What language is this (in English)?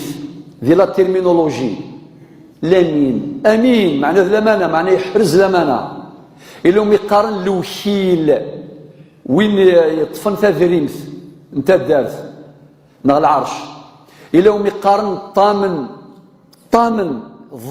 Kabyle